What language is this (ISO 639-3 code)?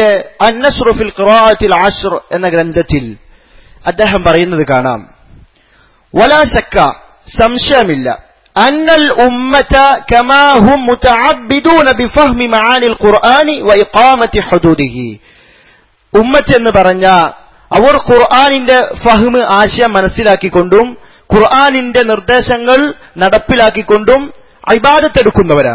mal